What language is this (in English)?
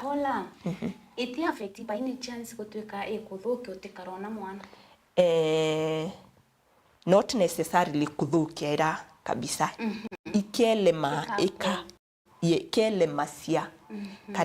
Meru